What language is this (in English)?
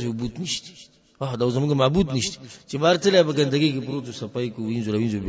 Pashto